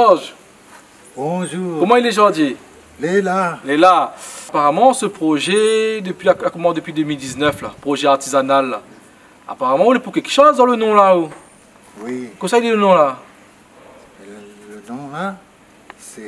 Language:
Réunion Creole French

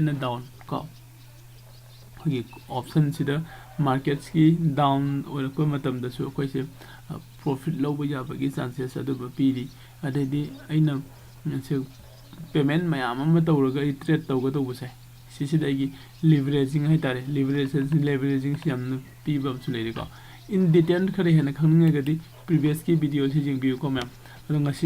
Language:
Manipuri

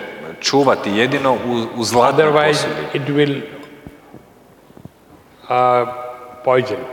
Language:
Croatian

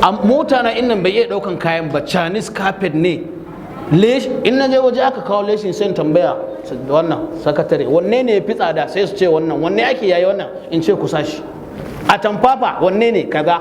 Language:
Hausa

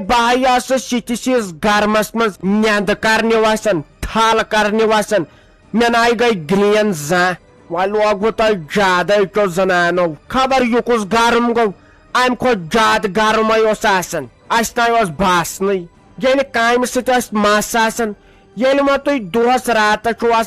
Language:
Kashmiri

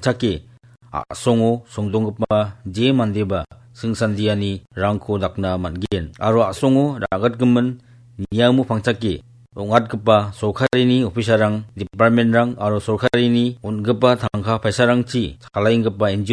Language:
Garo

